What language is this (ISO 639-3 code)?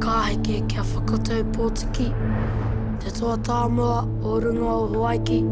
mri